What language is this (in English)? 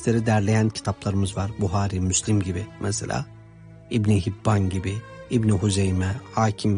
Turkish